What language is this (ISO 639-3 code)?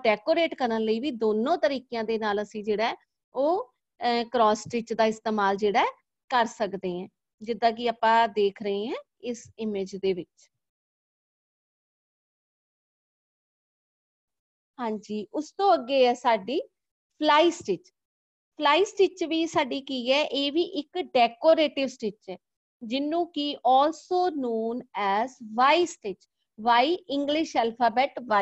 pan